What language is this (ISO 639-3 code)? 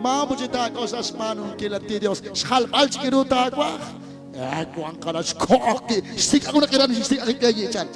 kek